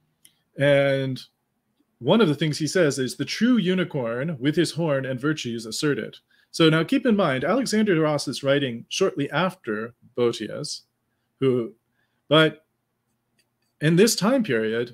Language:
English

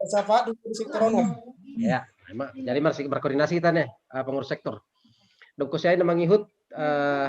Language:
Batak Simalungun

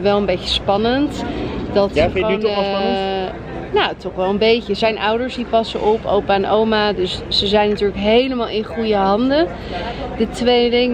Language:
Dutch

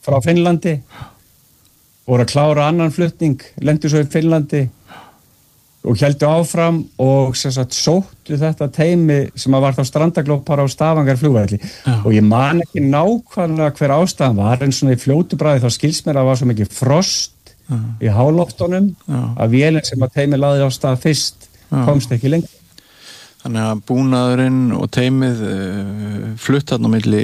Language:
Icelandic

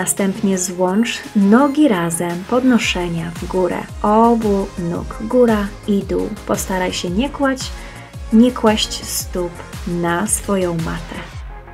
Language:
Polish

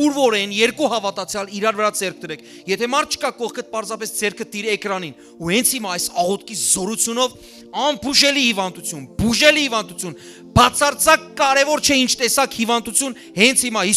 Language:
Western Armenian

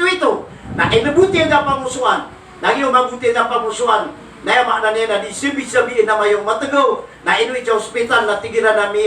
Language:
Maranao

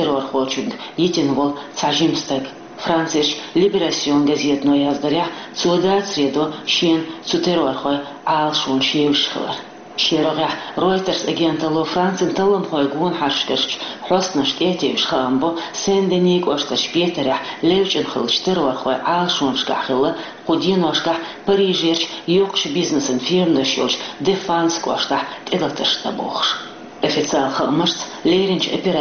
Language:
Chechen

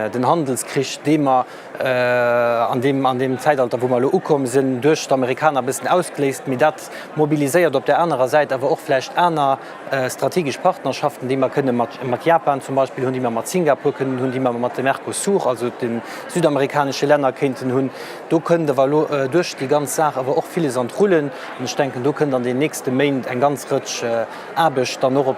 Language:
Luxembourgish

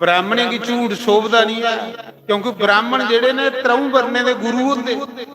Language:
Dogri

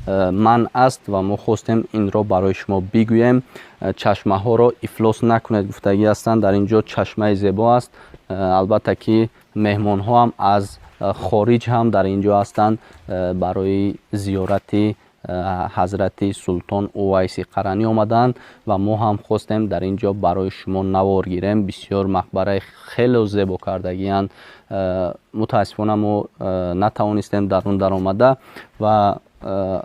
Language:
Tajik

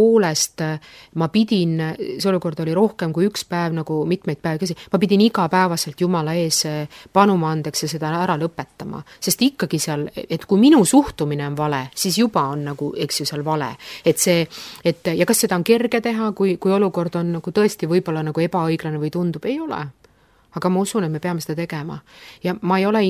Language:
Estonian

